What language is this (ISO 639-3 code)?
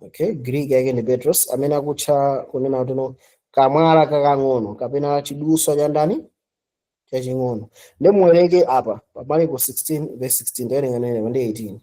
nya